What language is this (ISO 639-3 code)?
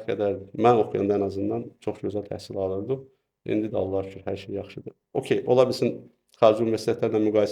aze